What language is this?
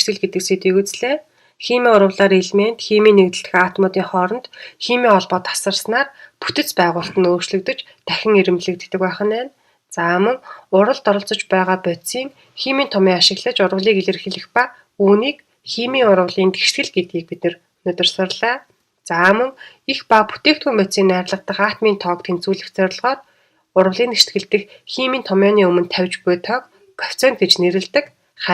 Mongolian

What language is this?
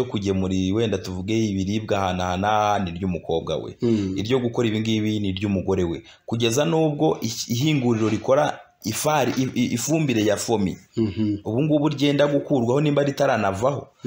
Kinyarwanda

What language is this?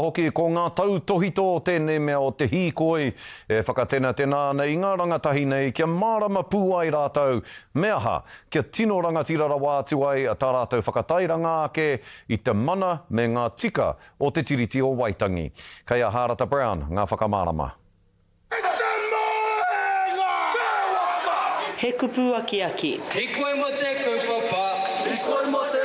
Māori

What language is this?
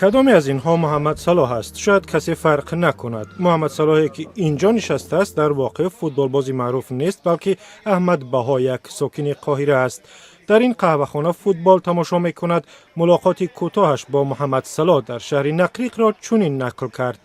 Tajik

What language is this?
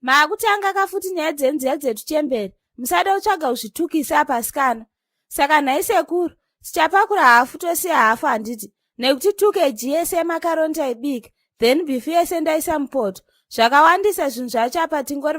Shona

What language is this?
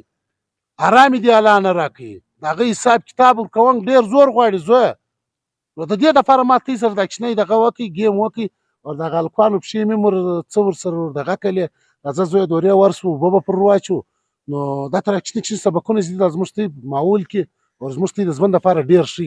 Pashto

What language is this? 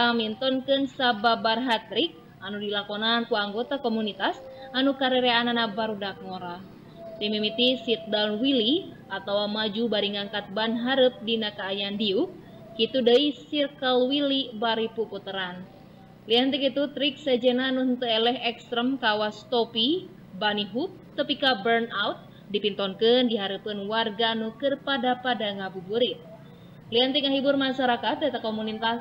Sundanese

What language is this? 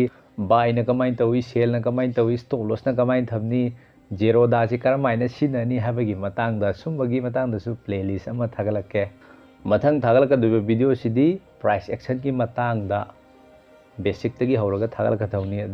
Manipuri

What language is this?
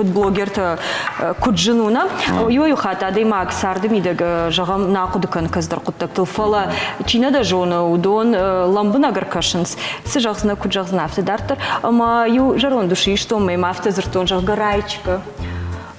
Ossetic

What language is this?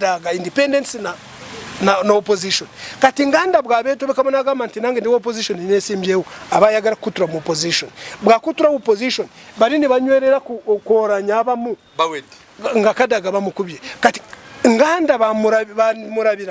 Ganda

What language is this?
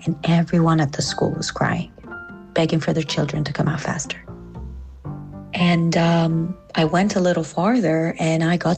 English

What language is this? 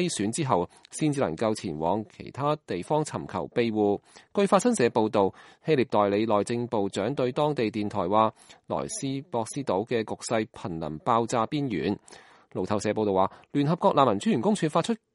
Cantonese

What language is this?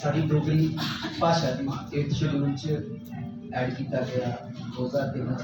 Dogri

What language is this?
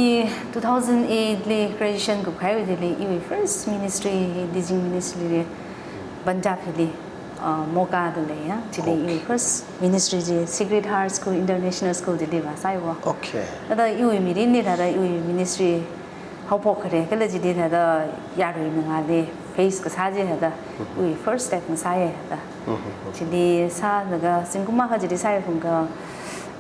Tangkhul Naga (India)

